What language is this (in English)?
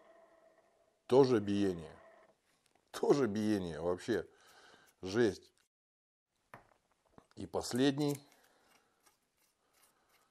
Russian